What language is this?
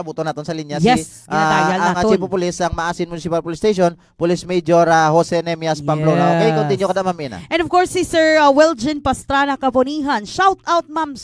Hiligaynon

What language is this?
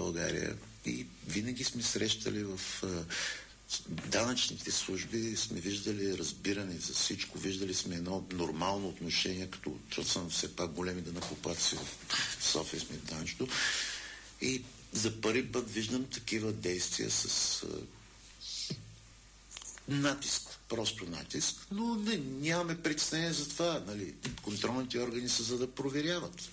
Bulgarian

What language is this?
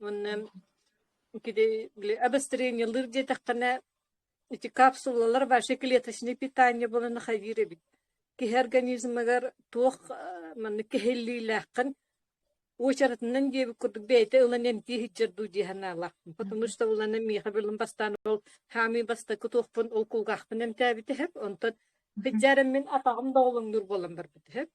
Yakut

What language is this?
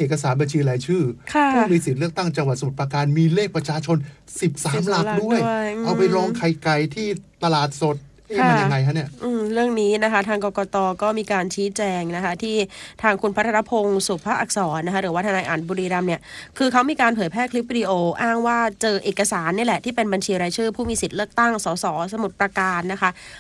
Thai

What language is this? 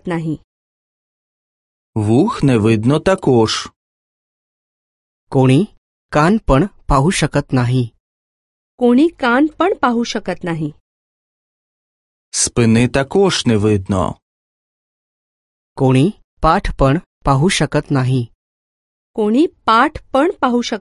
Marathi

